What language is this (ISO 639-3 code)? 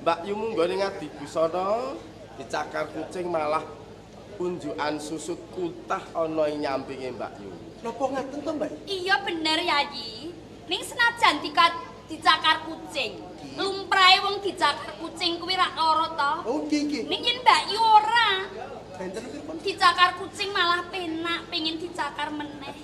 jav